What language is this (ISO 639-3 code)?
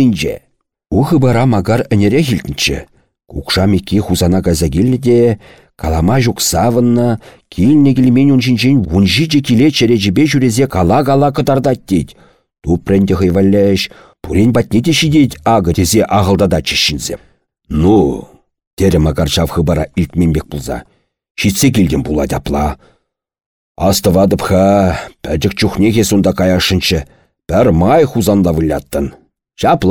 chv